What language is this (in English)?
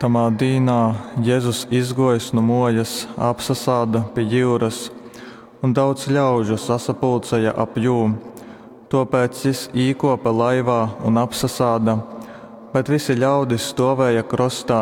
Latgalian